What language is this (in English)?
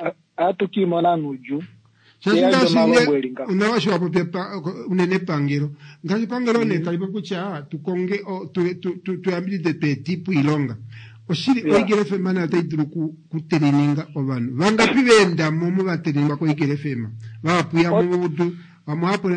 Kuanyama